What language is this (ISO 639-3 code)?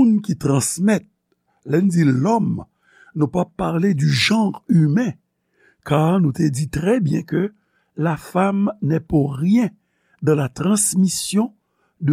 hat